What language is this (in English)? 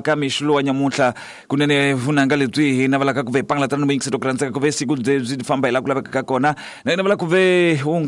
Tsonga